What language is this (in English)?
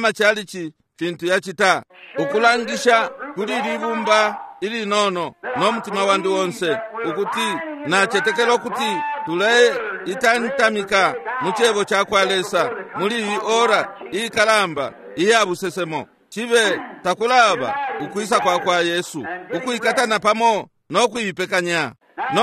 Bemba